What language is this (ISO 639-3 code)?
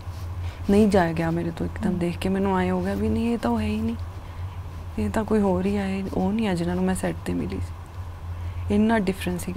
pan